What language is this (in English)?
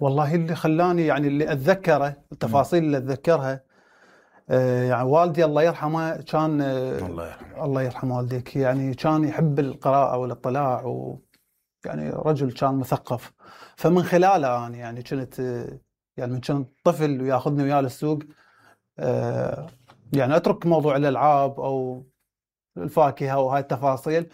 Mesopotamian Arabic